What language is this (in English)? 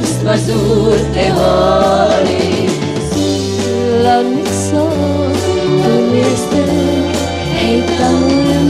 Estonian